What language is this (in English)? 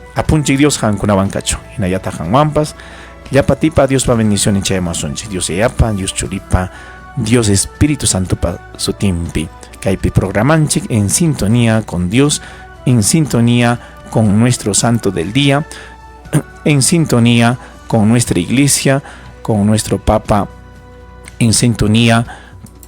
Ayacucho Quechua